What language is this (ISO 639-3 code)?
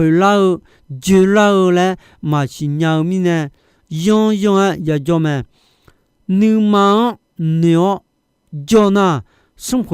ahk